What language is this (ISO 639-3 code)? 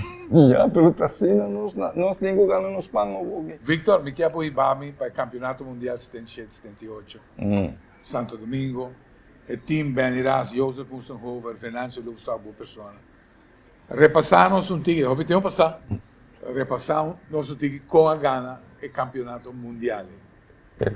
pap